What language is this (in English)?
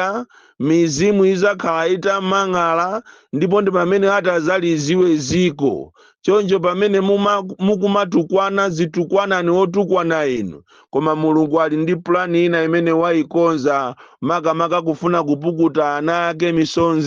Nyanja